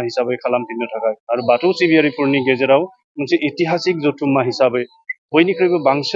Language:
Bodo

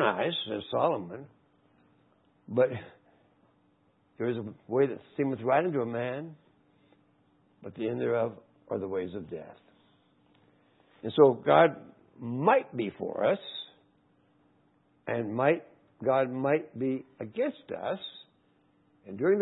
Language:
English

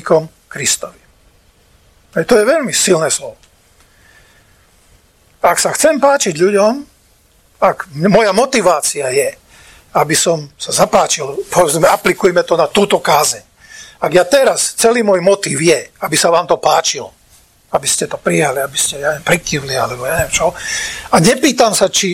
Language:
Slovak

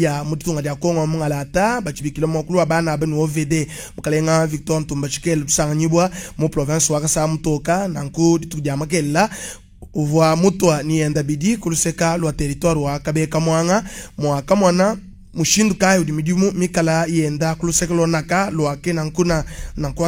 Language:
Luba-Lulua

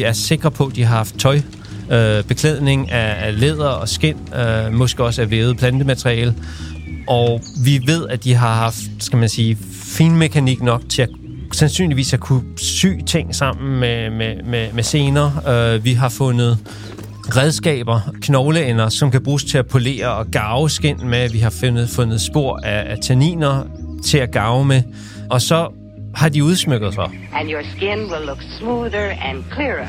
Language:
Danish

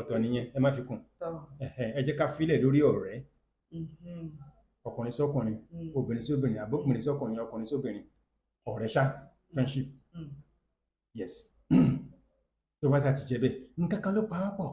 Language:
Yoruba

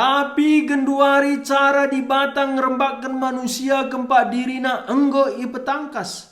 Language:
Batak Karo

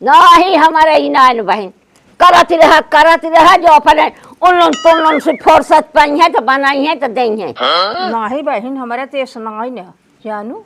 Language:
Awadhi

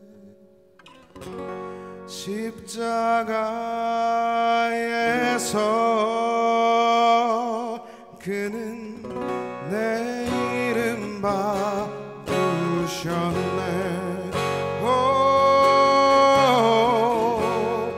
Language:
Korean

